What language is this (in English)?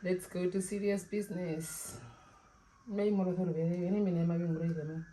Herero